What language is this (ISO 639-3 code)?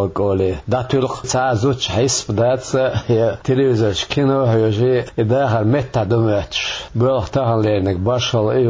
che